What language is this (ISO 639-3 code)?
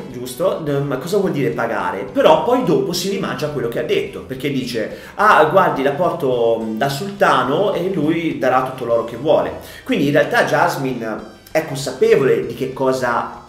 ita